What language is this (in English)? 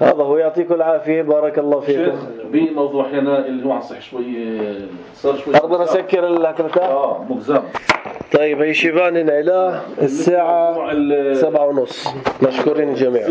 North Levantine Arabic